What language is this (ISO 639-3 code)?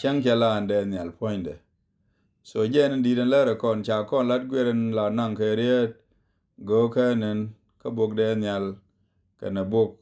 nus